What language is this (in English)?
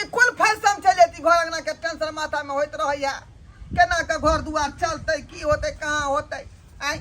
Maithili